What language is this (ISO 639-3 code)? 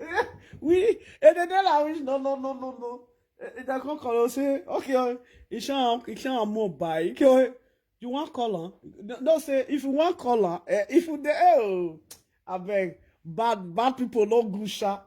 pcm